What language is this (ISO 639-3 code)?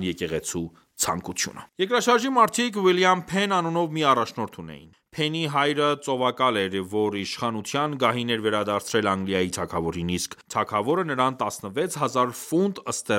hye